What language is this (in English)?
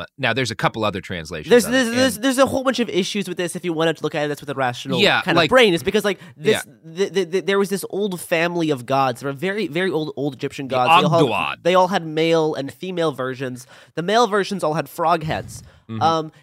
English